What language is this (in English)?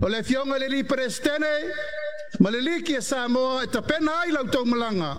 Samoan